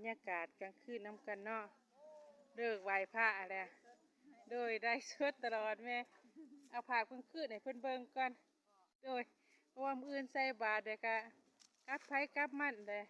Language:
Lao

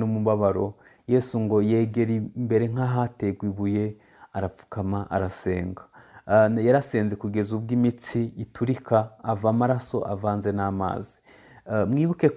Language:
Kinyarwanda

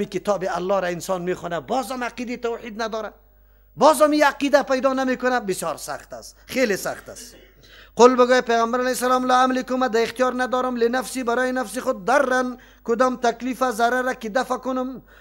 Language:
Persian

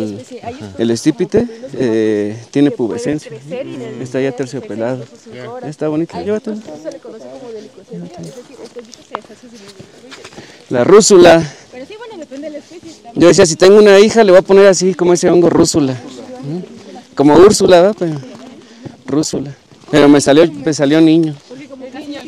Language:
Spanish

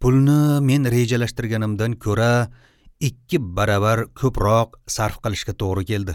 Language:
Uzbek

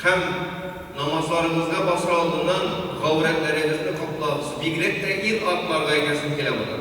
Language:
Tatar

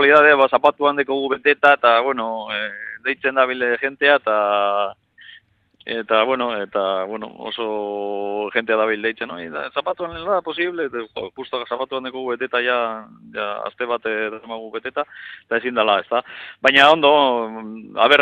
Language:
Basque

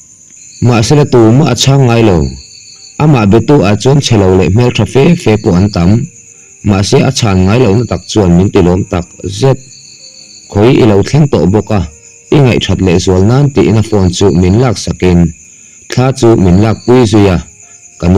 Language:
Mizo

